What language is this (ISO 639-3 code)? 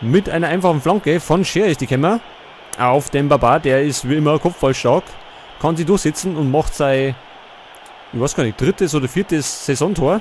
bar